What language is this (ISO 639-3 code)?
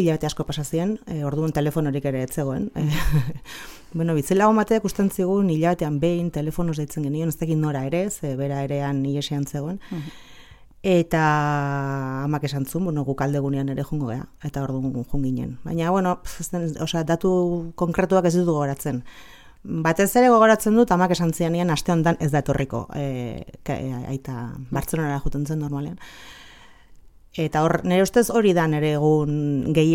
eus